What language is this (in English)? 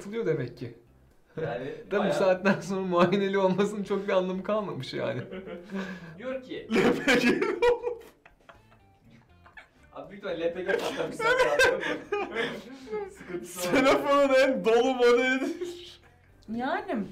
Turkish